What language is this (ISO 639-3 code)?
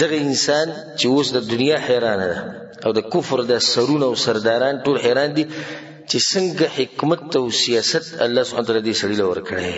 pus